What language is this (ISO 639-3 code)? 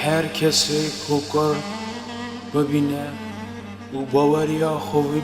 kur